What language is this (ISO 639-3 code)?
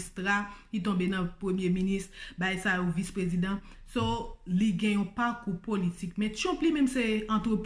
hat